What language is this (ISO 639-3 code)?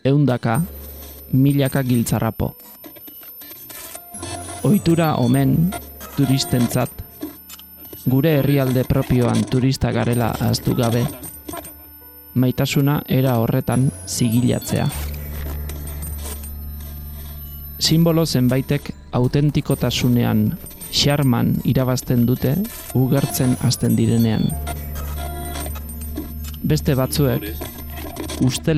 eus